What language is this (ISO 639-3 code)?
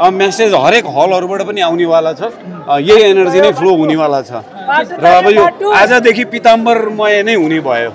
nep